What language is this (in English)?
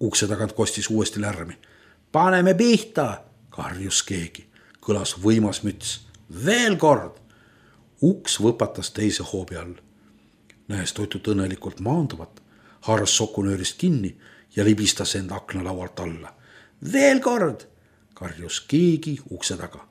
Estonian